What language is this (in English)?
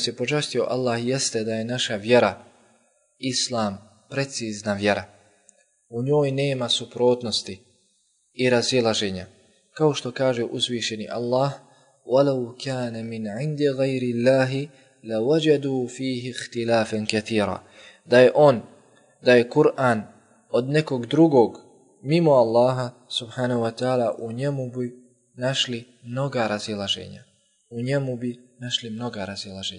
Bosnian